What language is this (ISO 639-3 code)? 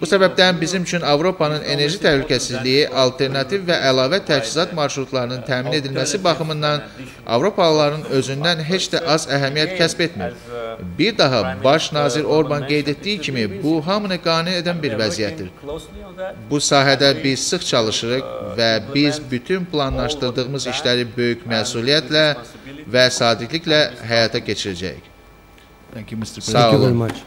aze